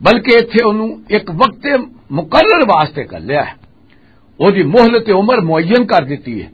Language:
Western Panjabi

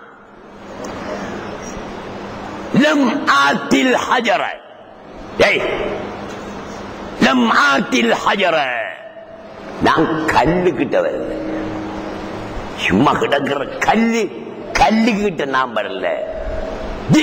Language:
Tamil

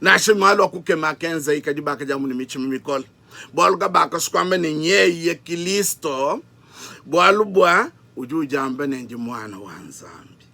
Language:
Luba-Lulua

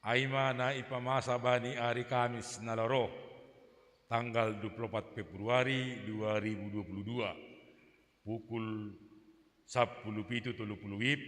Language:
Batak Simalungun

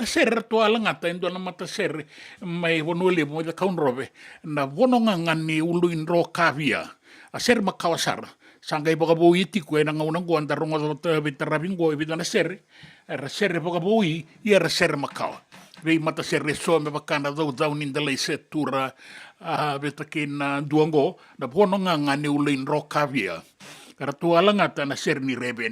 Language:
Fijian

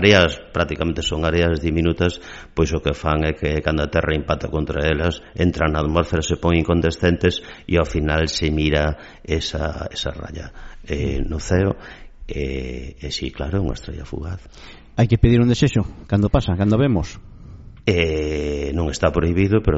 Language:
Galician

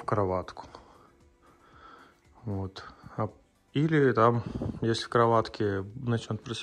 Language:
Russian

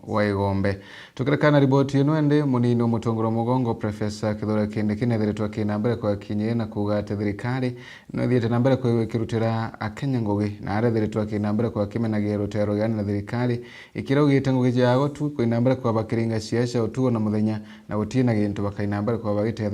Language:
Meru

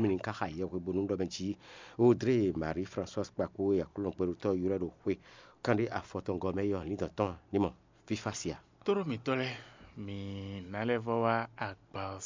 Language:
Fon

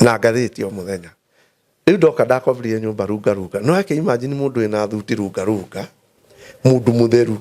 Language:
Kikuyu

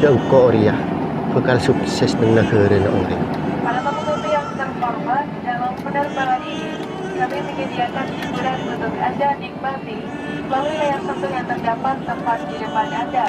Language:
Madurese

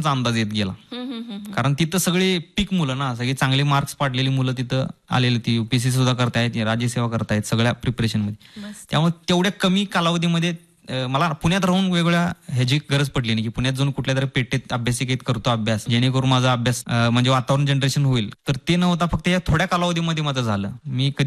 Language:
Marathi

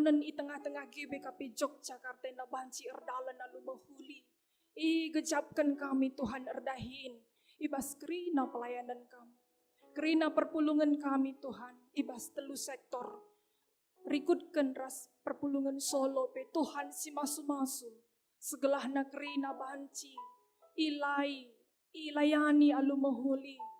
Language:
Batak Karo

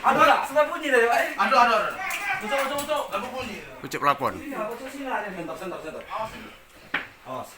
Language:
Musi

